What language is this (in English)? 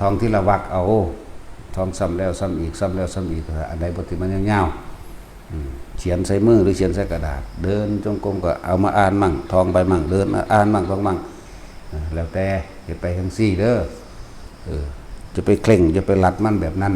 Northeastern Thai